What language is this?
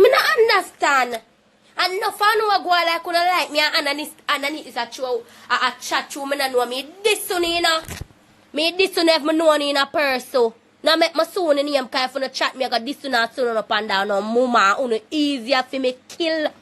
Jamaican Creole English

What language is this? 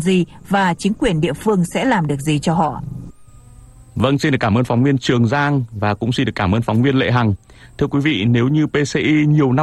Vietnamese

